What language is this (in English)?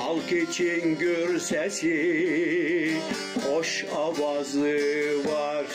Gagauz